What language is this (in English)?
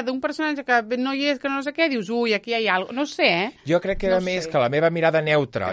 Catalan